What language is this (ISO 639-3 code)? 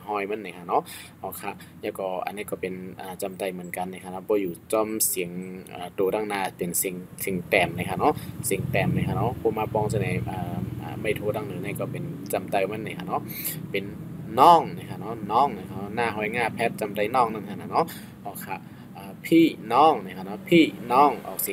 shn